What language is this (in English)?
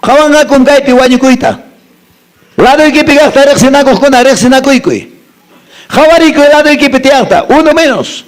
Quechua